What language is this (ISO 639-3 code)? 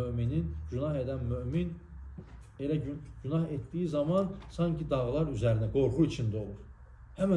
aze